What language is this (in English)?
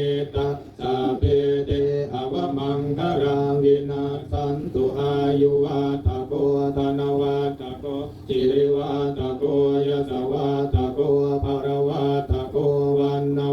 Pali